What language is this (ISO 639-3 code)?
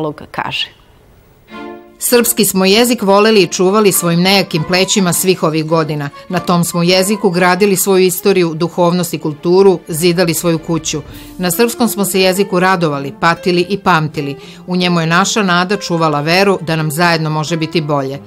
srp